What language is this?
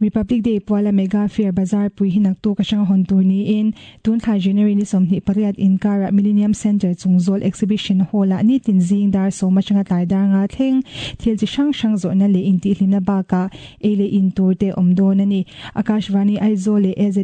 Mizo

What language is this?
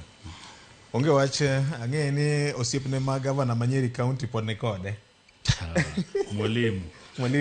Luo (Kenya and Tanzania)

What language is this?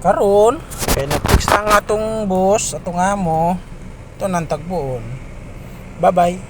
Cebuano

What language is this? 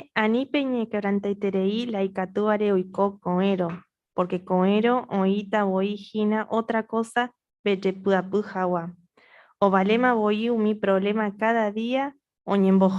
Guarani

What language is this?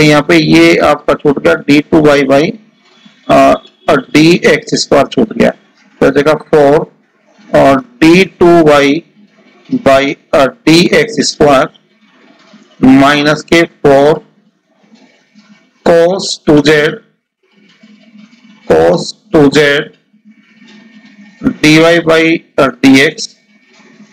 Hindi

